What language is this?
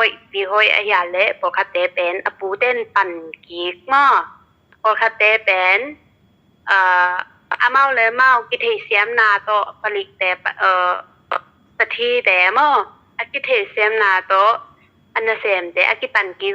Tedim Chin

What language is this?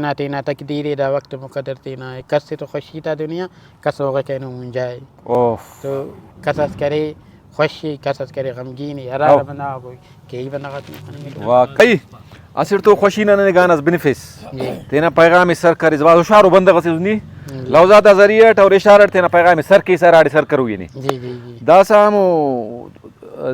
Brahui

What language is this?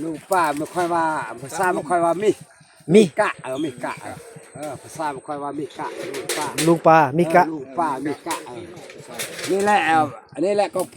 Northeastern Thai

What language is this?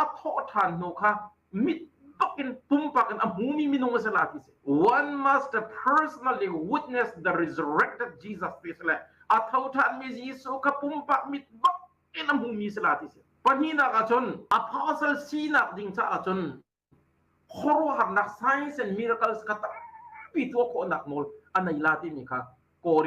Hakha Chin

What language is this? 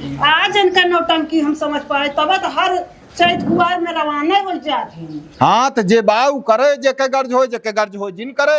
Awadhi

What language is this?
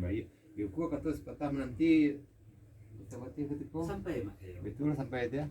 Minangkabau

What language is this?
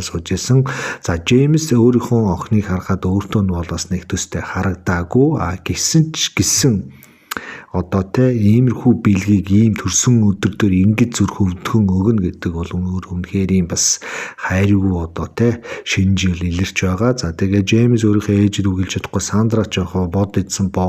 Mongolian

